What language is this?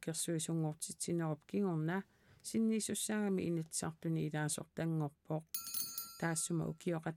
Kalaallisut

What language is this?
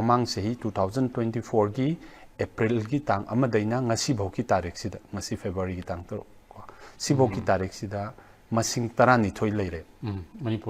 Manipuri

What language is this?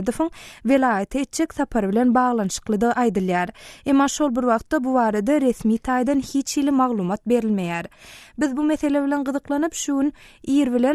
Turkmen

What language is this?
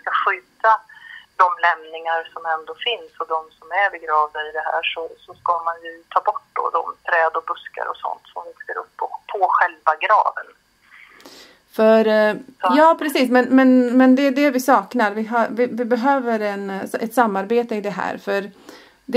Swedish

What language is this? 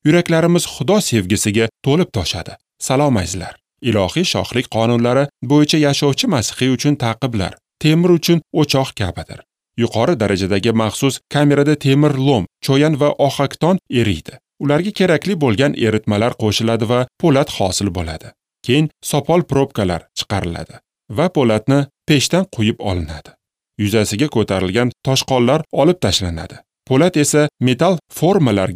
Uzbek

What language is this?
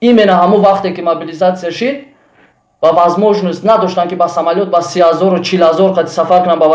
Tajik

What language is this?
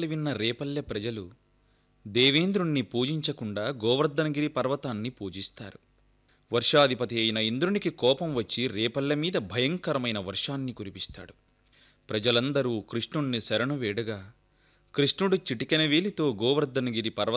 Telugu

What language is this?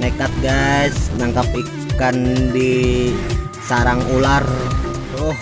Banjar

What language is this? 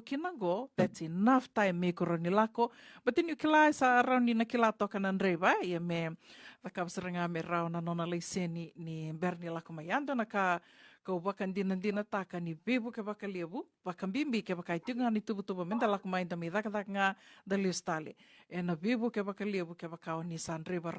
Fijian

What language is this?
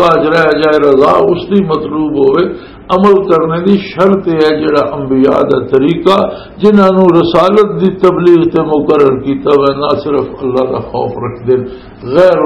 Western Panjabi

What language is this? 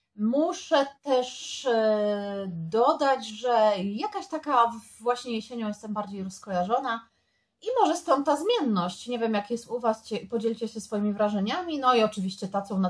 Polish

